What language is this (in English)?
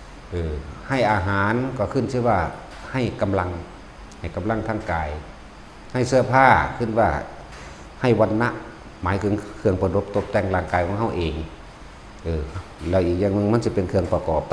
Northeastern Thai